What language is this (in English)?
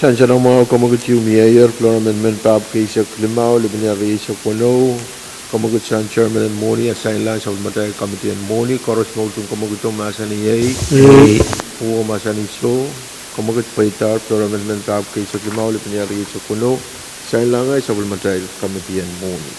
Pohnpeian